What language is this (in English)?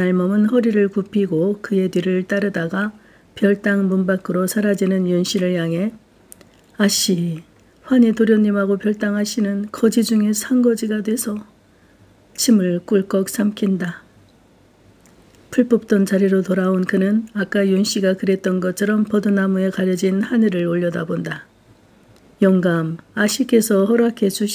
Korean